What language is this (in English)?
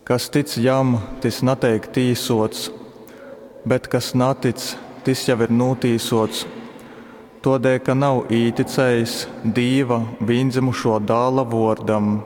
Latgalian